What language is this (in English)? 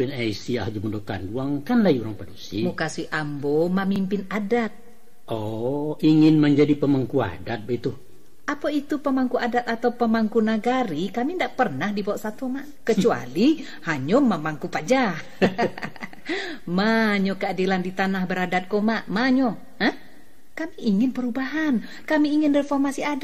Minangkabau